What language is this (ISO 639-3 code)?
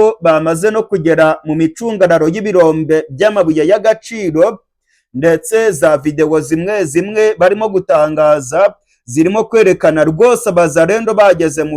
kin